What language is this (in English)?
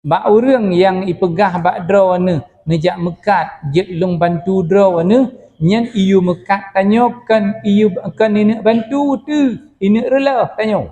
Achinese